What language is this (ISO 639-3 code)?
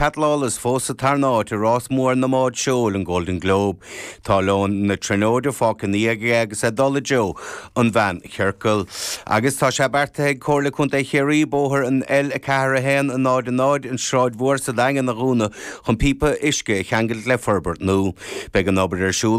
gle